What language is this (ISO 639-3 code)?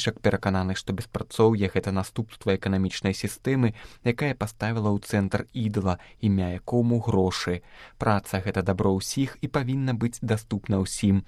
bel